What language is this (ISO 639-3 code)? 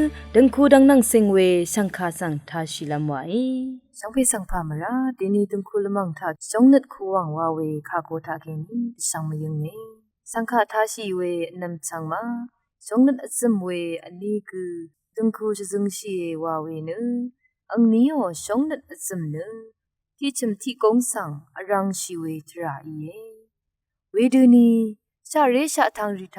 raw